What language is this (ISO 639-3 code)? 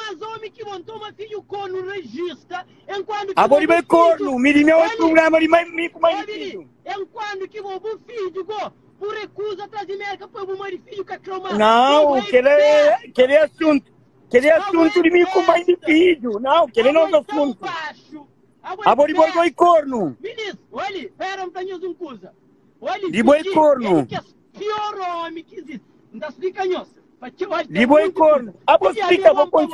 kea